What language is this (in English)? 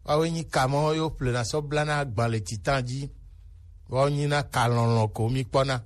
Gen